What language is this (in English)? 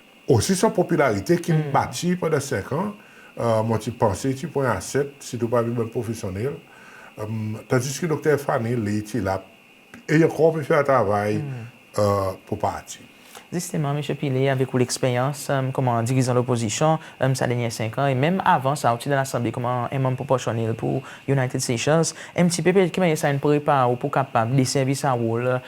Seselwa Creole French